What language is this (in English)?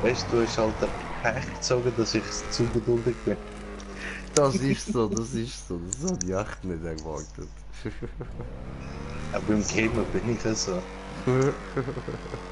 Swiss German